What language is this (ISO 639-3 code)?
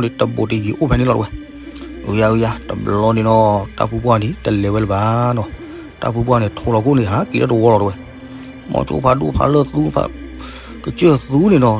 ksw